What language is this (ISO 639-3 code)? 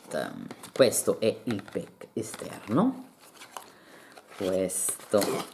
ita